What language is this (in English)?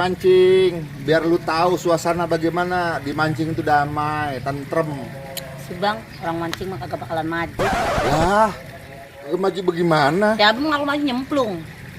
Betawi